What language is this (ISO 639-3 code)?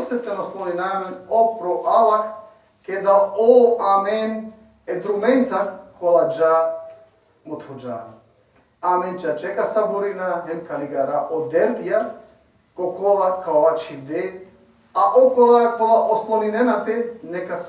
rmn